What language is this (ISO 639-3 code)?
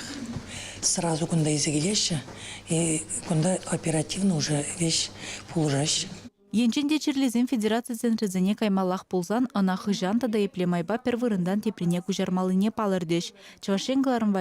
chv